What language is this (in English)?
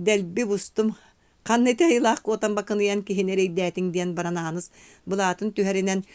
Yakut